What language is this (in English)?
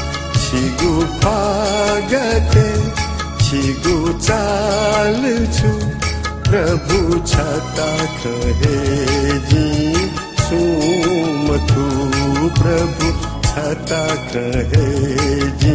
Newari